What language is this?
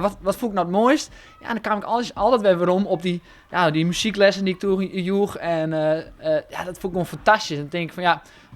Western Frisian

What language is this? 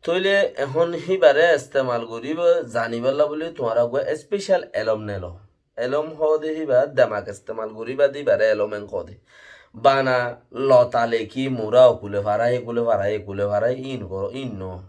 Rohingya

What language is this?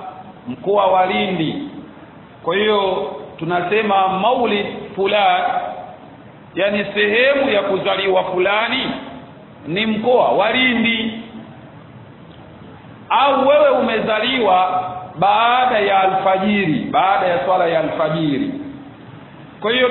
Swahili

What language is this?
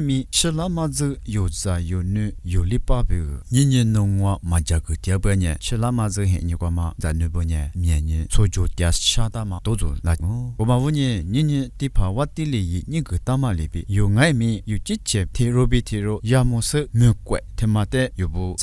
Lisu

